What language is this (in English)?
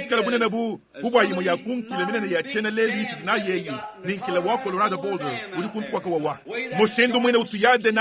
Luba-Lulua